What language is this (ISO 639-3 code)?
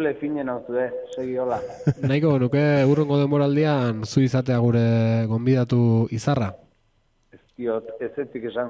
eus